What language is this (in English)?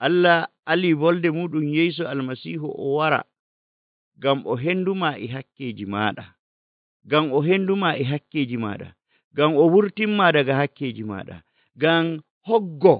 Nigerian Fulfulde